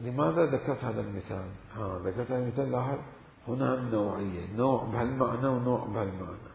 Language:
Mesopotamian Arabic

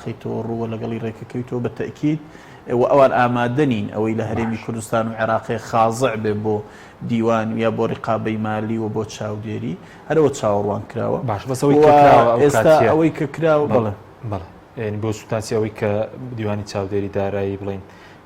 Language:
Central Kurdish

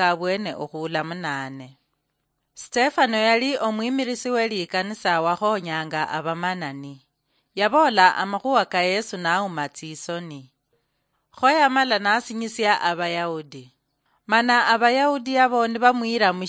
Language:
Luyia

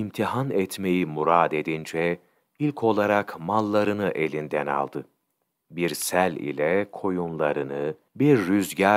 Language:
Turkish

